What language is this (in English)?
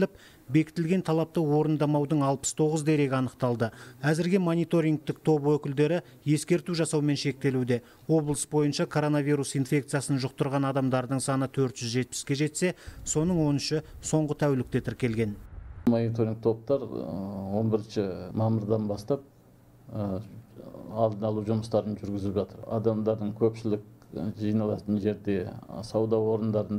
Kazakh